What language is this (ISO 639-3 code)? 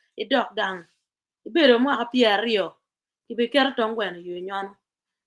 ach